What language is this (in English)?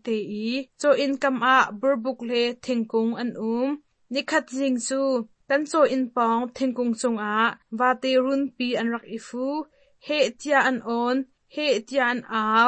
Hakha Chin